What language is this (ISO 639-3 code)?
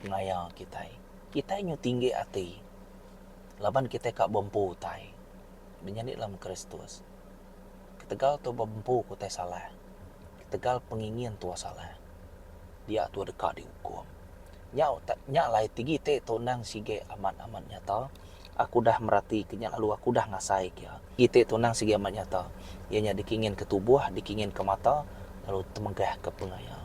iba